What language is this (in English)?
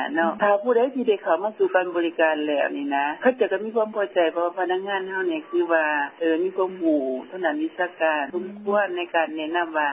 Lao